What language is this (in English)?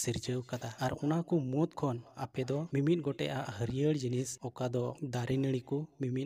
Santali